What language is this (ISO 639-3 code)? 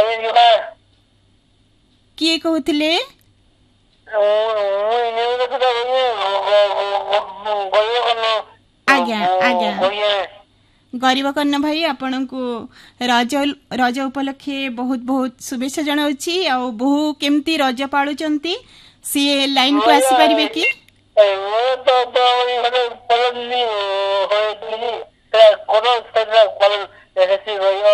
ori